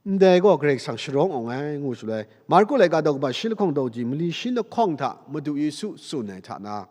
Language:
Kachin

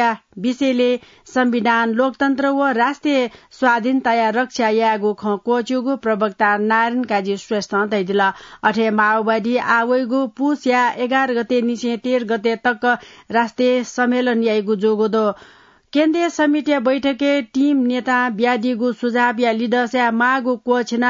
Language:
Newari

